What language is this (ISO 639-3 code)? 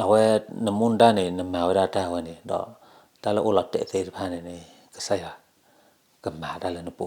ksw